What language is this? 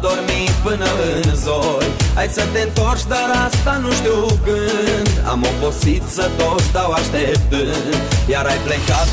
Romanian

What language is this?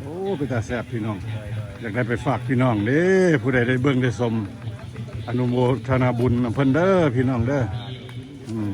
Lao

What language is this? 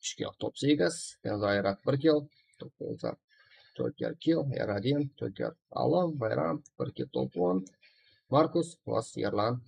Kara-Kalpak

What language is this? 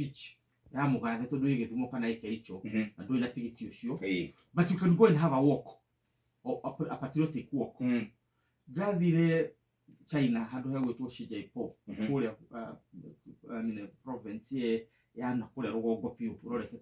Kikuyu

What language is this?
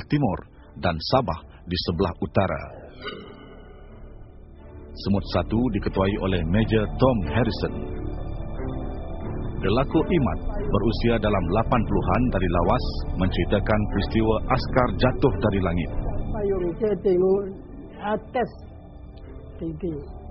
Malay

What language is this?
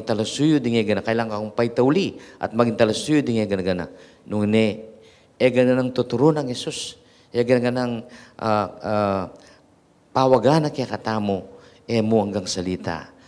Pampanga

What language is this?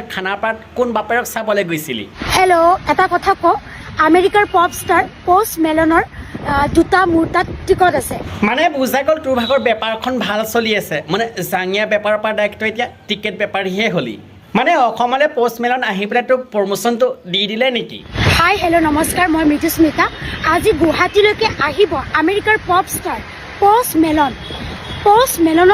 Assamese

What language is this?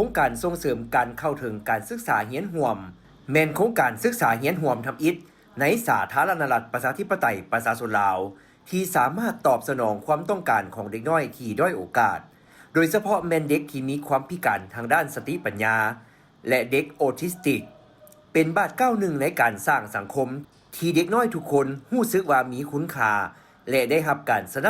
Lao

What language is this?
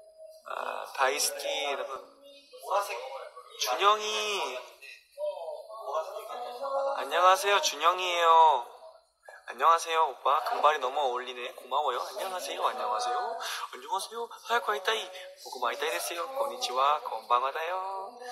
Korean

